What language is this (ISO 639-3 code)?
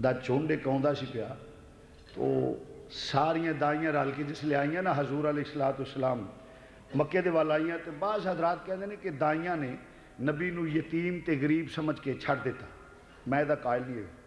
lah